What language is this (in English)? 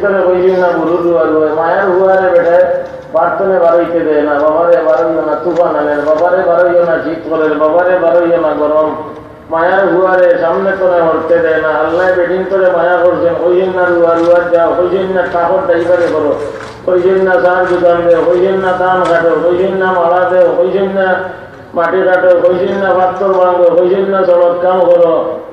Sylheti